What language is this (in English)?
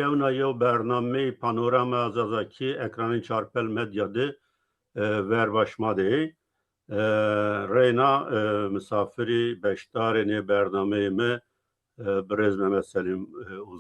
Zaza